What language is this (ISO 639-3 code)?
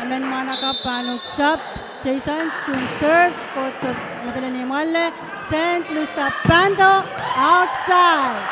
pon